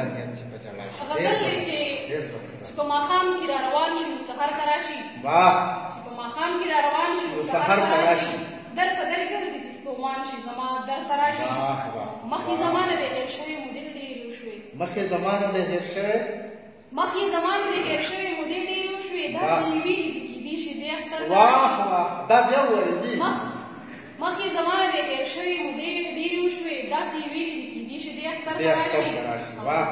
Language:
Pashto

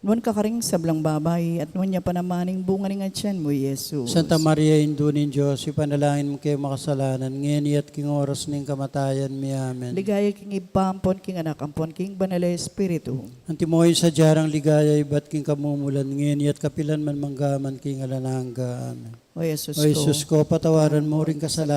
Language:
Pampanga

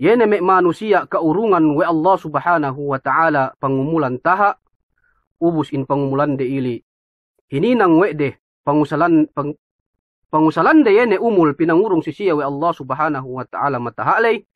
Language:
Yakan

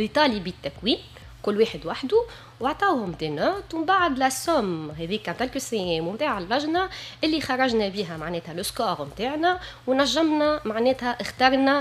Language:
Tunisian Arabic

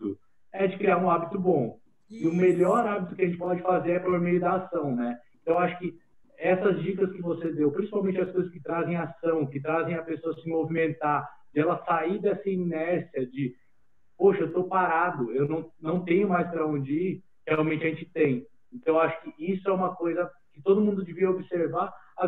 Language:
Portuguese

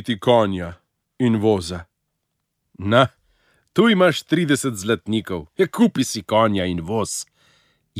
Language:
Slovenian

